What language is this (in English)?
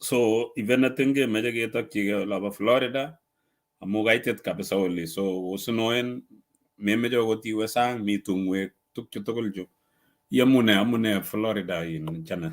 Kalenjin